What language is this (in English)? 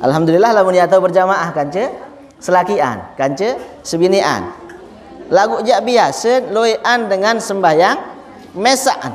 Sasak